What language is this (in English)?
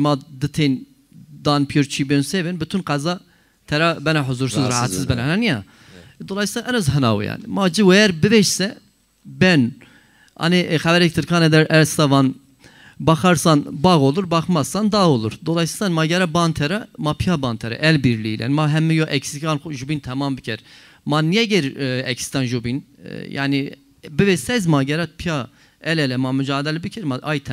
Zaza